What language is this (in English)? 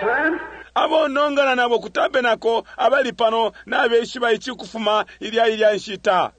Bemba